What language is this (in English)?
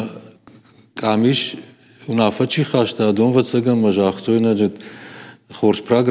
Ossetic